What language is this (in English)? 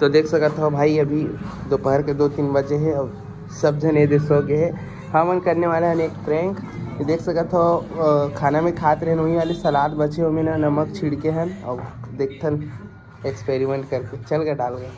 Chhattisgarhi